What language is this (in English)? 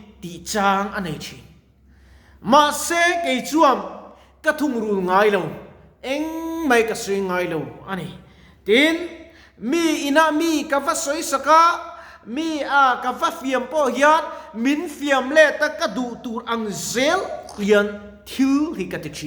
Mizo